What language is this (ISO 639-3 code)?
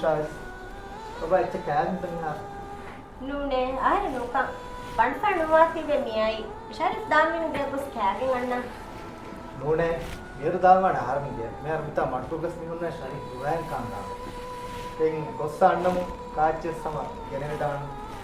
div